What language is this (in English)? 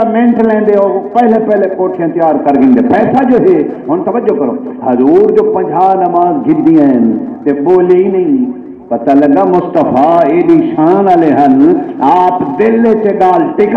Saraiki